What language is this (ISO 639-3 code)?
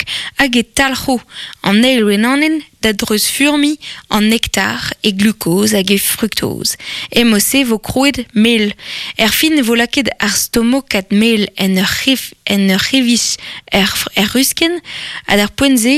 bre